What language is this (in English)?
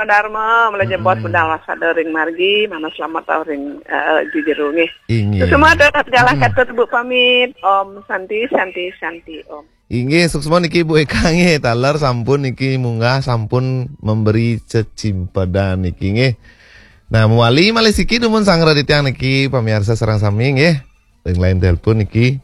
Balinese